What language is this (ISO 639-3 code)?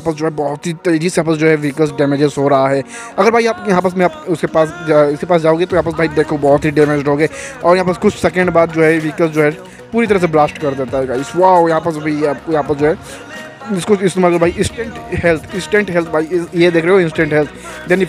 hin